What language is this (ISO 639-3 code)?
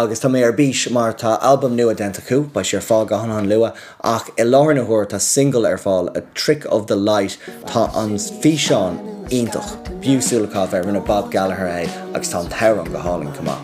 gle